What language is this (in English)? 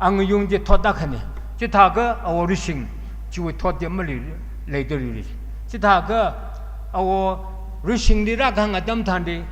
Tangkhul Naga (India)